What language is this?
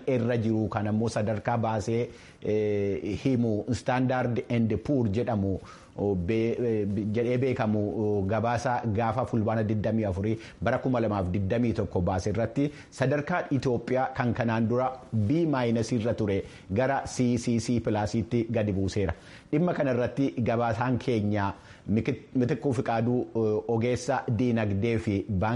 Oromo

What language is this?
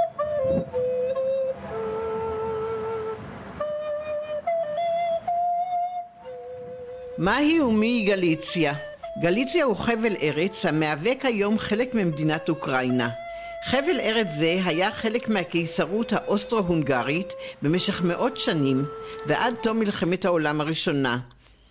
Hebrew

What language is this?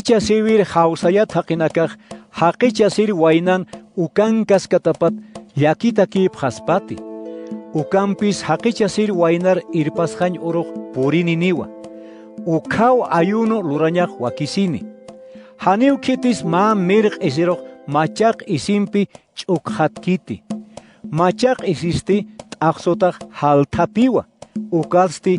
Aymara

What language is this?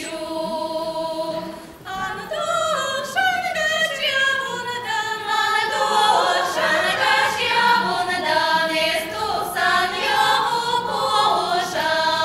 Chuvash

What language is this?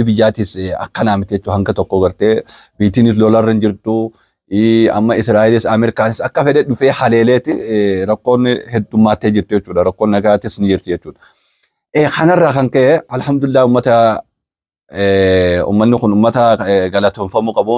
Oromo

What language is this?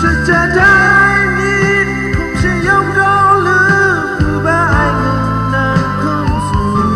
Kachin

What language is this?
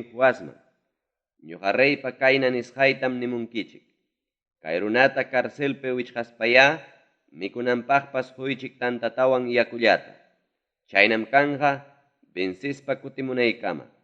Ayacucho Quechua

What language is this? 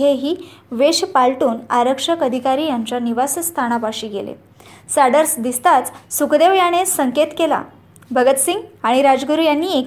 Marathi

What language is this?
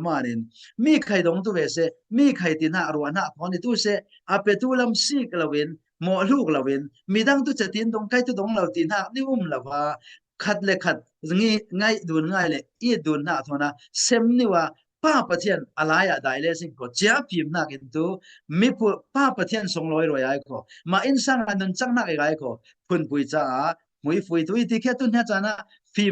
Falam Chin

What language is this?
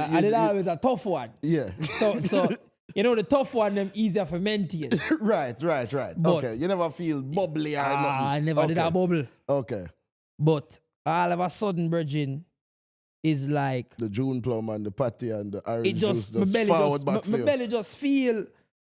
Jamaican Creole English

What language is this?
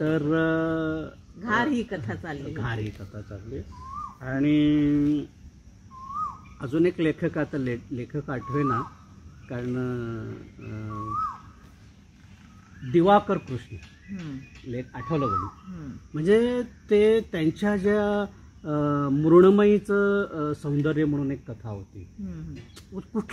Marathi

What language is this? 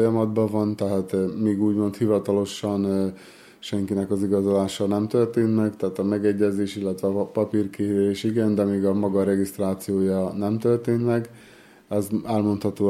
Hungarian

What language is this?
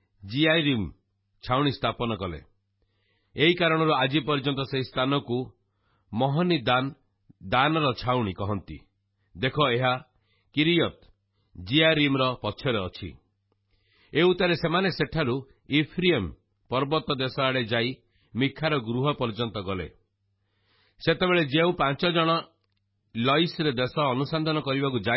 Odia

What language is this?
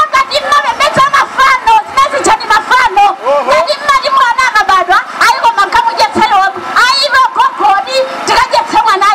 Nyanja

